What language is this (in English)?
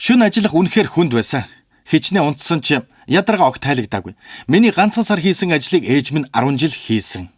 Mongolian